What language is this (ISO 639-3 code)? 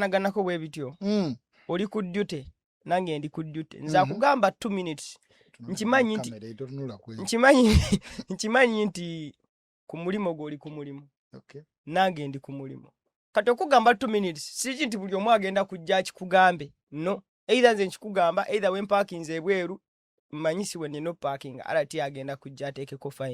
lug